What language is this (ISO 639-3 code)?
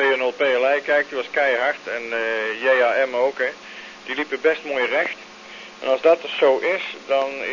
nld